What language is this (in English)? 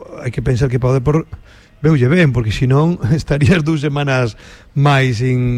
Galician